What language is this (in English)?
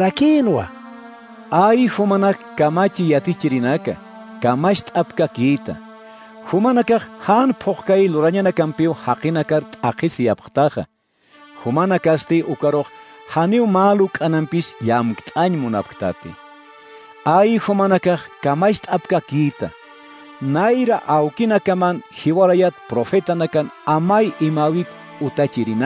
Aymara